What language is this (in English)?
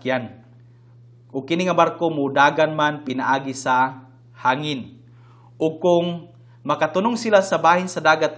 Cebuano